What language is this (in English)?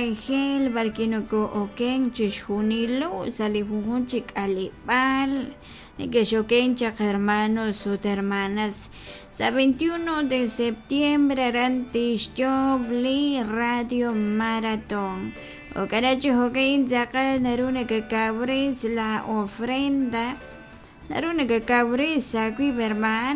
Kekchí